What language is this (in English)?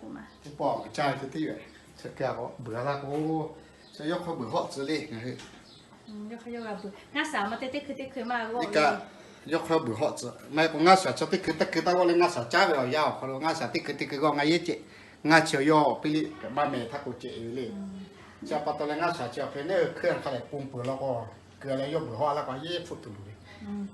Lahu